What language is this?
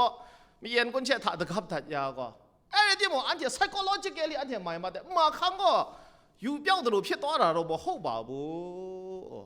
Kachin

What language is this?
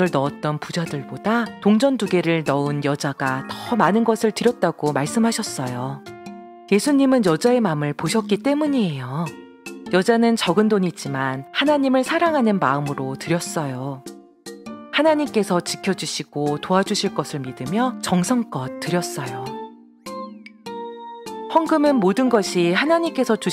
Korean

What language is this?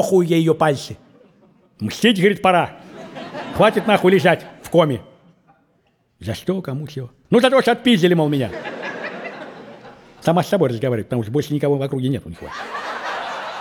Russian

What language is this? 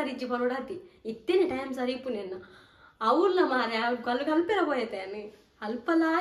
Tulu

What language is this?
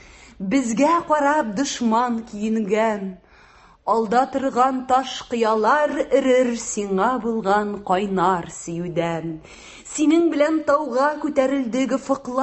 Tatar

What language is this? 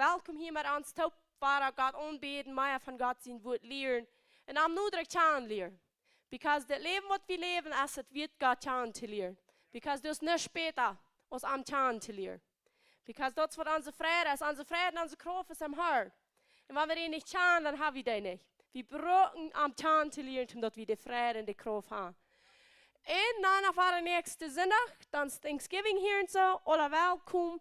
Plautdietsch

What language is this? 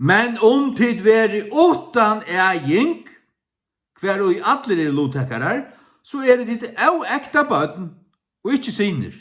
Faroese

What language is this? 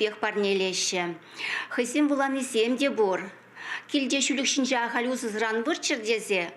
Chuvash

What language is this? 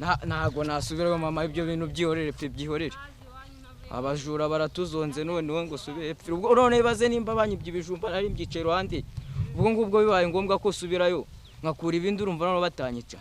Kinyarwanda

